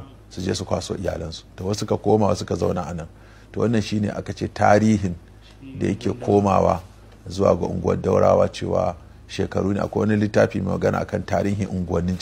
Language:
Hausa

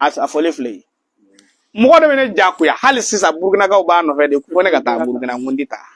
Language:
Bambara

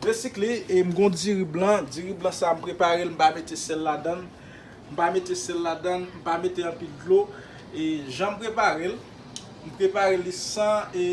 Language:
Haitian Creole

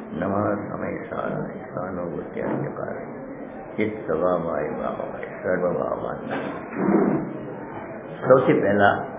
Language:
Gujarati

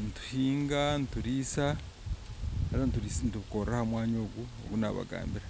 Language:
Nyankole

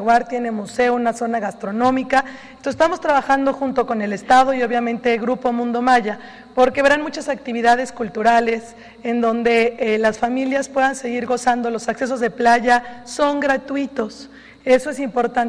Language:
Spanish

